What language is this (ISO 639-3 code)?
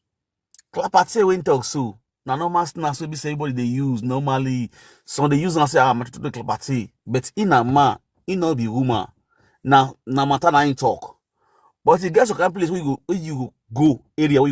pcm